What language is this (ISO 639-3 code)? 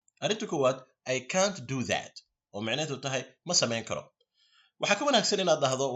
som